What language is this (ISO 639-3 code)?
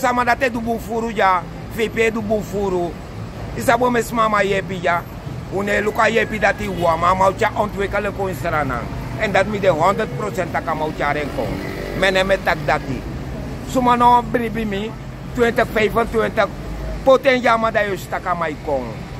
srn